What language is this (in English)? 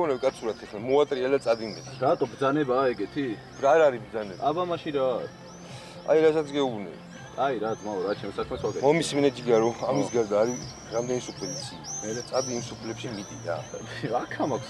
Georgian